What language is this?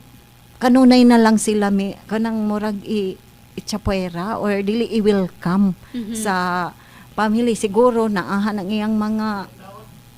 Cebuano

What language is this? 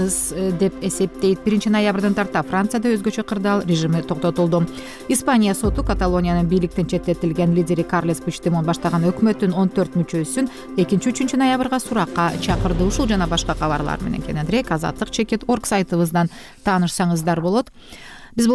Kyrgyz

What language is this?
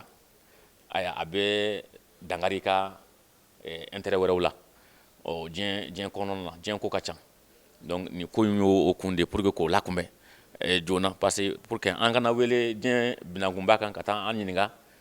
Bambara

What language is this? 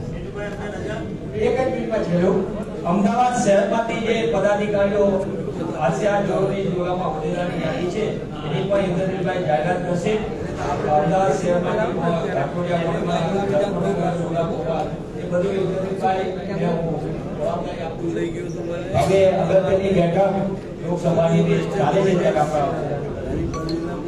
Gujarati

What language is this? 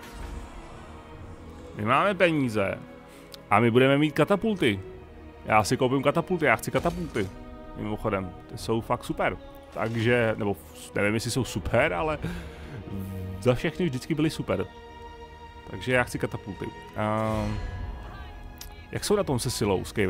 Czech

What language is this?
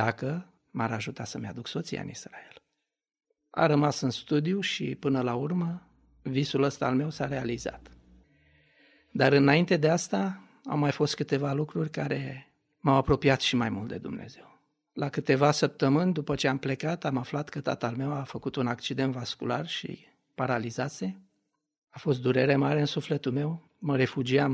Romanian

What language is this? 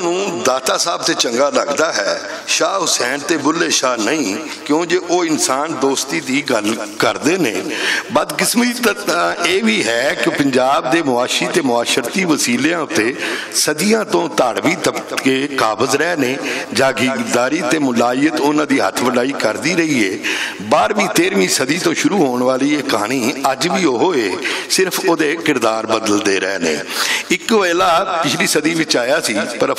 Western Panjabi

